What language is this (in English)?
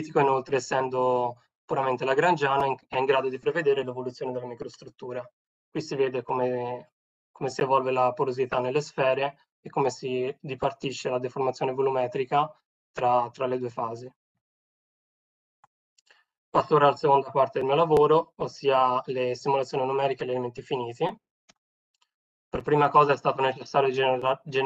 Italian